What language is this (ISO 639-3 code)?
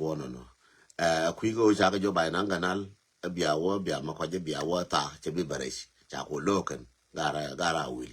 nus